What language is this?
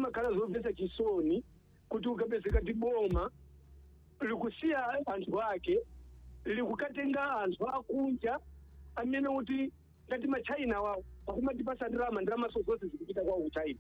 Nyanja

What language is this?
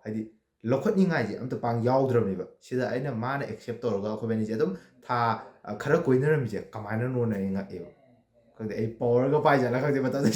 Manipuri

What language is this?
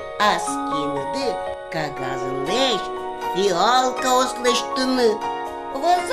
Udmurt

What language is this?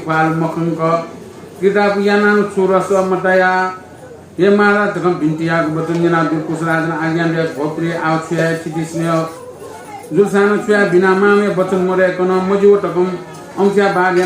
Newari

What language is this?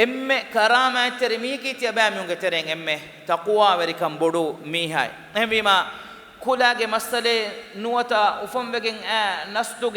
Divehi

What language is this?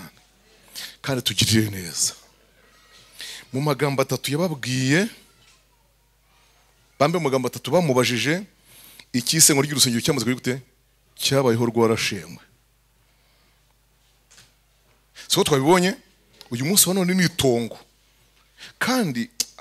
Kinyarwanda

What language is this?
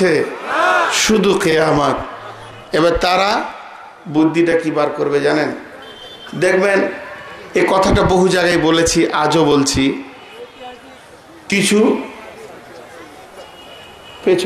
Bangla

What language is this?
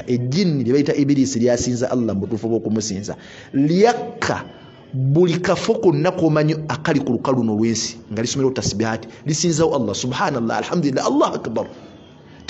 Ganda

